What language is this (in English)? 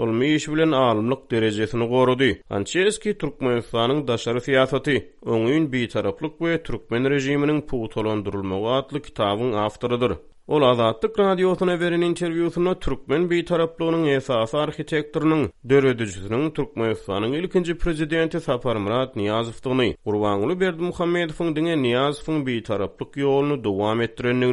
Turkmen